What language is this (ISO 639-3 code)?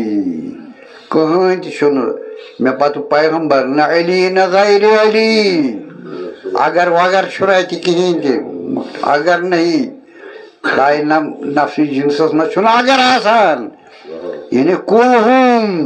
kas